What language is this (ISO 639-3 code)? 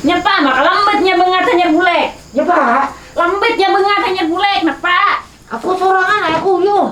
bjn